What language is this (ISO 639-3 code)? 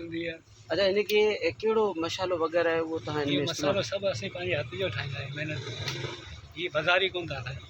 snd